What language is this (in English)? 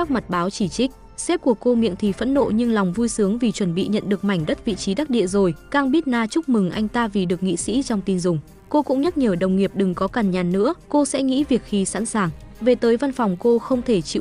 Vietnamese